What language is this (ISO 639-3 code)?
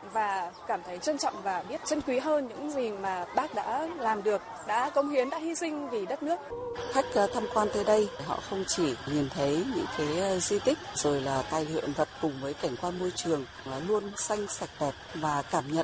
vie